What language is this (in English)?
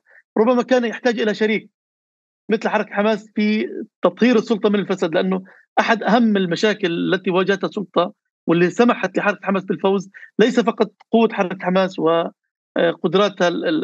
North Levantine Arabic